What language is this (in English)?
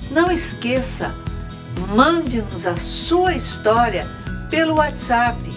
Portuguese